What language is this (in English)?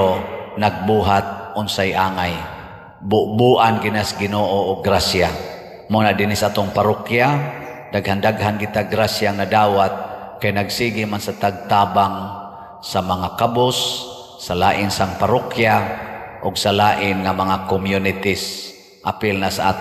Cebuano